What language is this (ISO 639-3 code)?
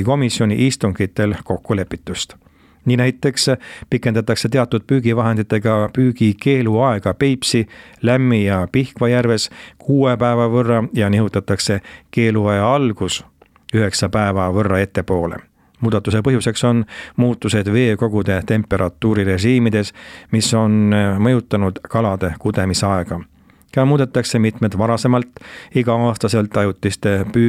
est